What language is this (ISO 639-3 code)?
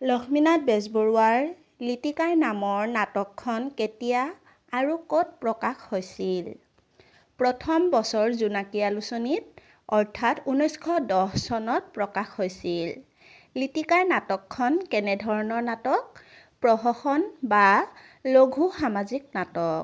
asm